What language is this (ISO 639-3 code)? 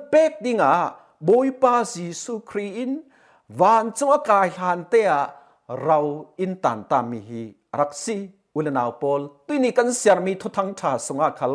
cfm